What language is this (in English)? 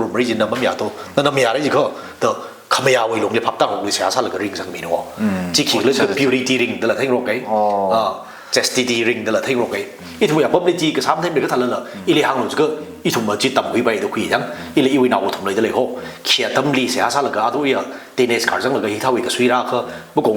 Tangkhul Naga (India)